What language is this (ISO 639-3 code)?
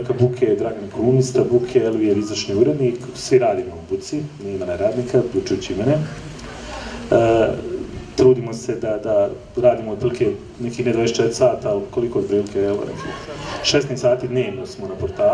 bos